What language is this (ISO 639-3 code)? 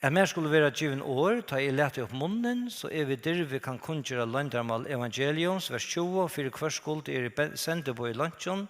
fao